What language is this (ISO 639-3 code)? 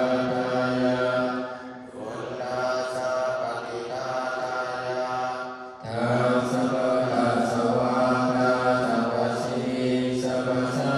pli